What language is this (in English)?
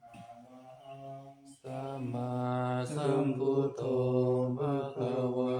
Pali